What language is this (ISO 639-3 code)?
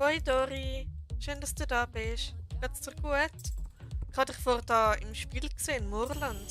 gsw